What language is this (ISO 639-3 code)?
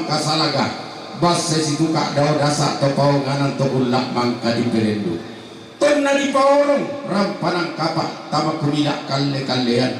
sda